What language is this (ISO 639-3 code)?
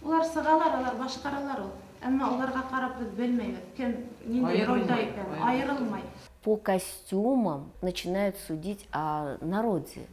bak